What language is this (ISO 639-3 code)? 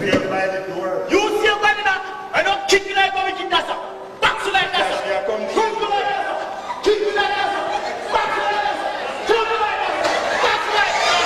jam